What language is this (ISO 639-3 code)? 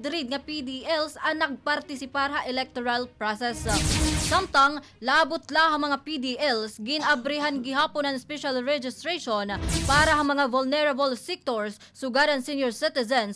war